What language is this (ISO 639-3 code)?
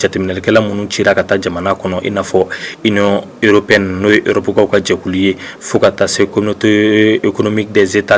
bam